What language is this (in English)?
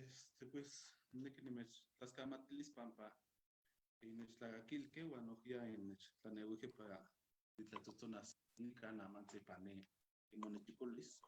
Eastern Huasteca Nahuatl